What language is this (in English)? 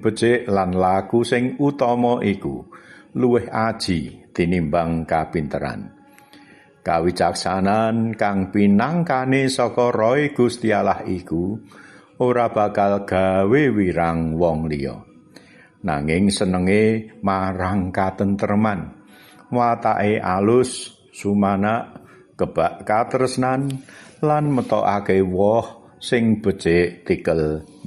Javanese